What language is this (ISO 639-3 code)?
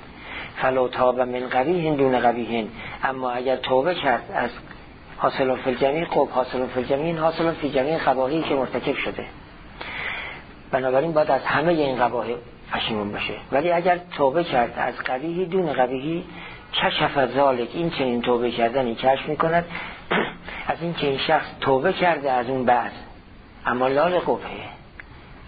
fas